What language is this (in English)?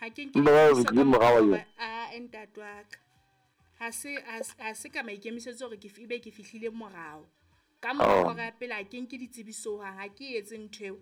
Southern Sotho